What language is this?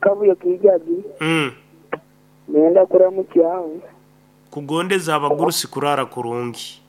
Nyankole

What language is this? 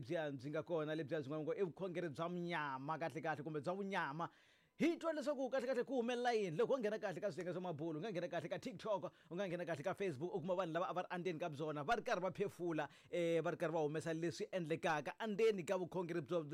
Tsonga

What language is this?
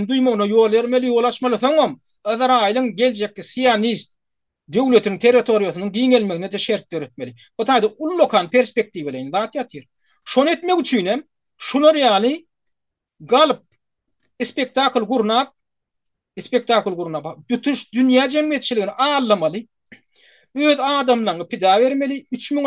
Turkmen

